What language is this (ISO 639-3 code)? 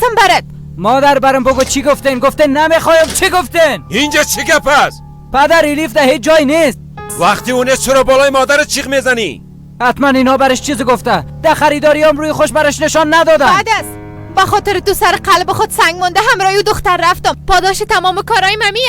fas